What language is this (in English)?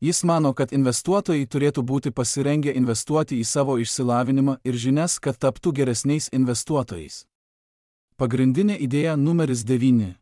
Lithuanian